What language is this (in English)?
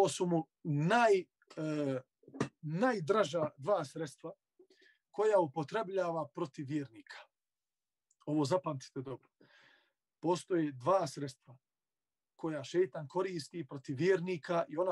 Bosnian